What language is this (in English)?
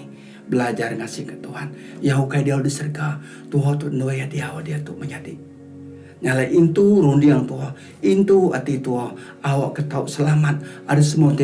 Iban